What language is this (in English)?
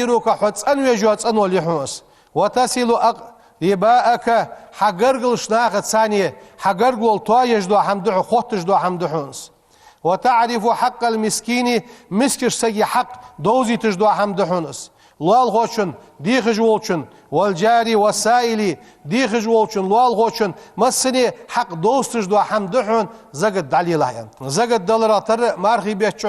Ingush